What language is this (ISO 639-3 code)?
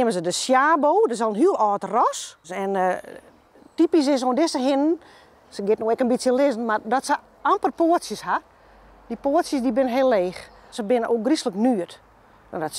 fry